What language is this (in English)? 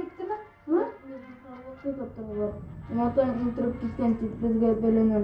Bashkir